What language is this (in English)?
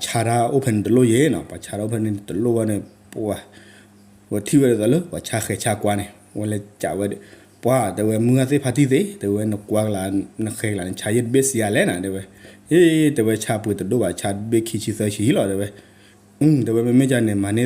S'gaw Karen